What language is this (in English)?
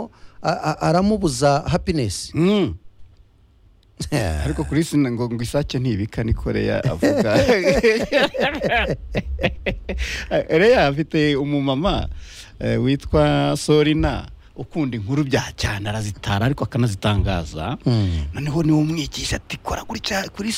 Kinyarwanda